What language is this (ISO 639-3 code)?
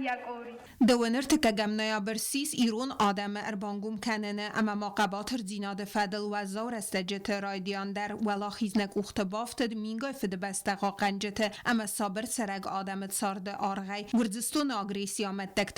oss